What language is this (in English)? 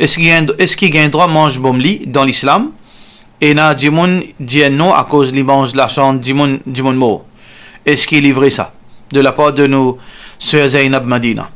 Morisyen